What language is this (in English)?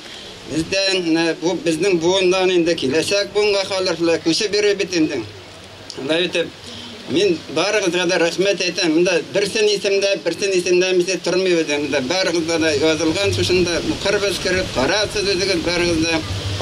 Bashkir